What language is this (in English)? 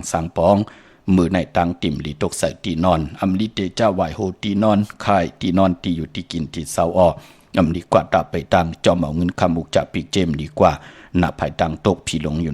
Shan